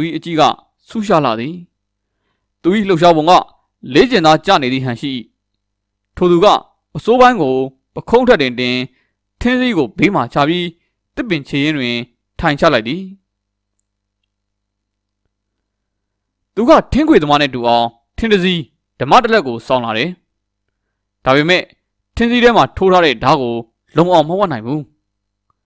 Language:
Burmese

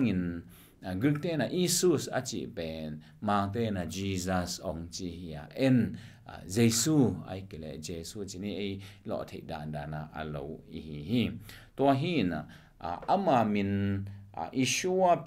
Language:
Tedim Chin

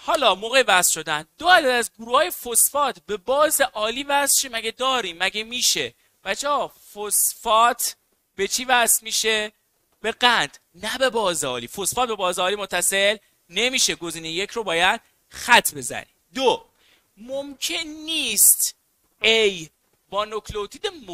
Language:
Persian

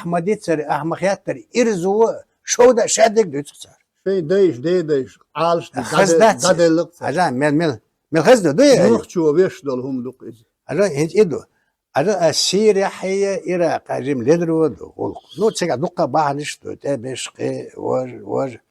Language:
Chechen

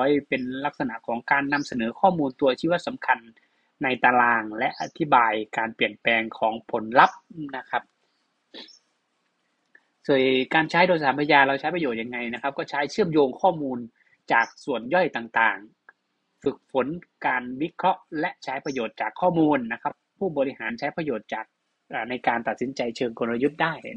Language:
Thai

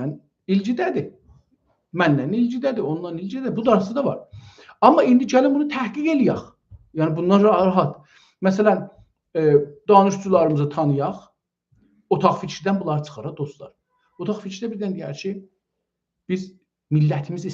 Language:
South Azerbaijani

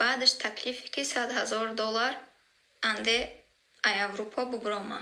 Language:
Tajik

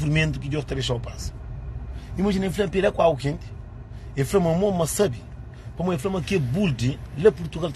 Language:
Kabuverdianu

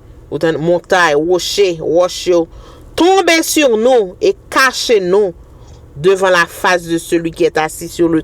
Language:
Haitian Creole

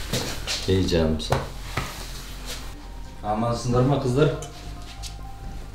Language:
Kazakh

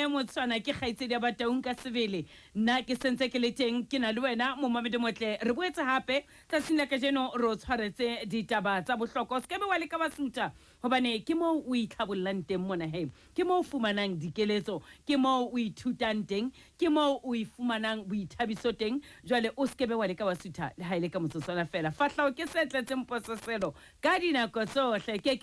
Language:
Southern Sotho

